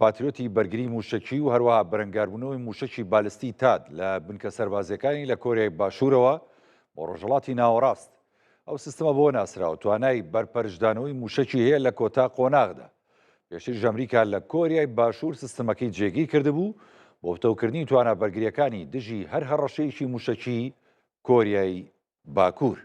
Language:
Central Kurdish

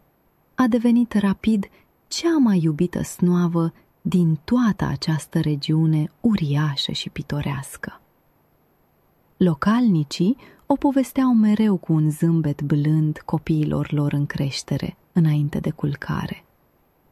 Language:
Romanian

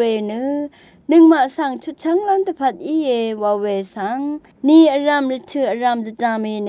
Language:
Rawang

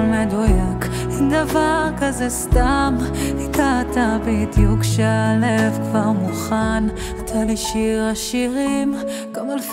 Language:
Hebrew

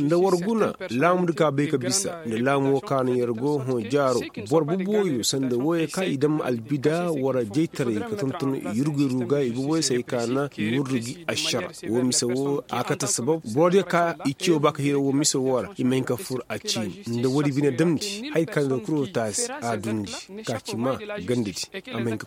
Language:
Koyraboro Senni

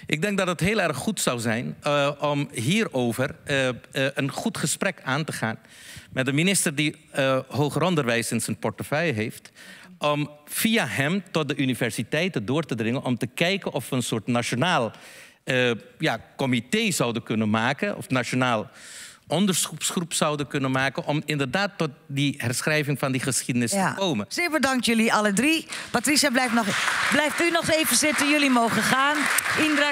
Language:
Dutch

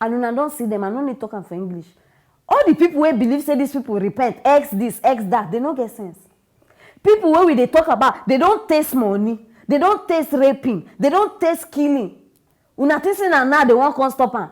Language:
Nigerian Pidgin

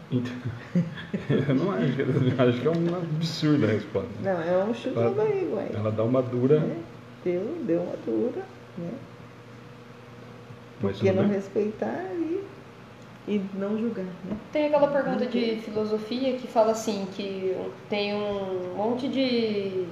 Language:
Portuguese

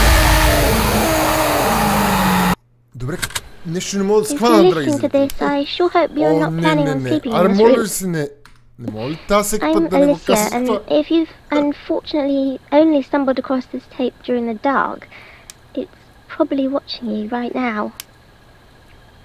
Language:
Bulgarian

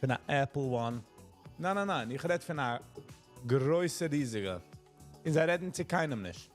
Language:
Yiddish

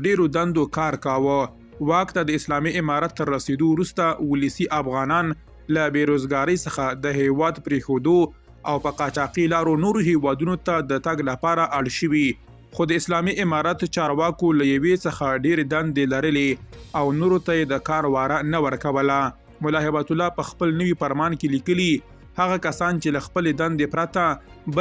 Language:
Pashto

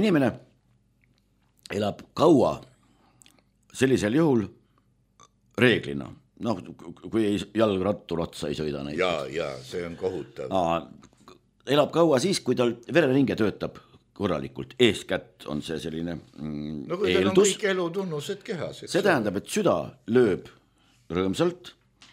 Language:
Estonian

